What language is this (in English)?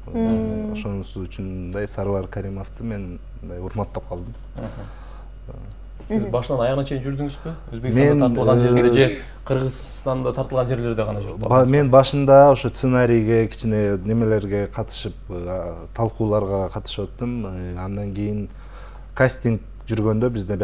Kyrgyz